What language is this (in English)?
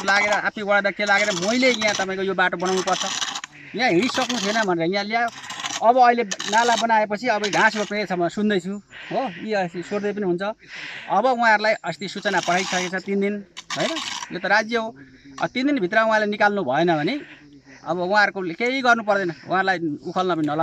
Nepali